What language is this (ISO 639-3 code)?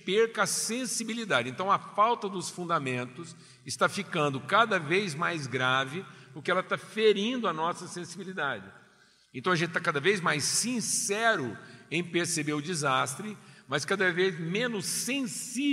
por